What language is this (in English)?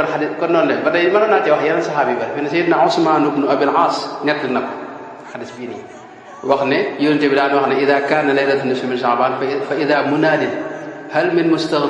Wolof